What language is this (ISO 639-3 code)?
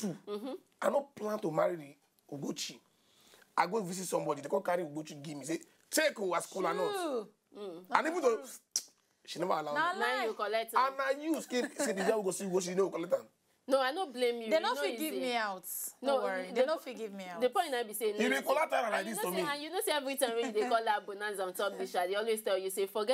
pcm